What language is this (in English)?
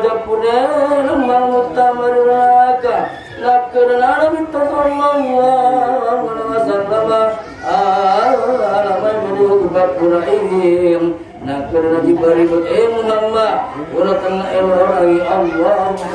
Buginese